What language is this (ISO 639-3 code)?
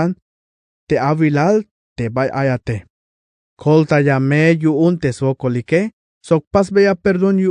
tzh